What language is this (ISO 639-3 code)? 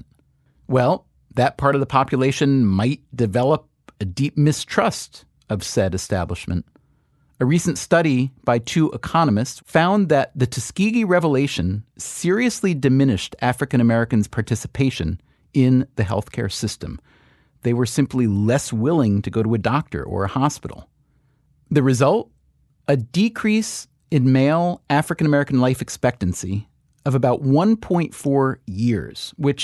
eng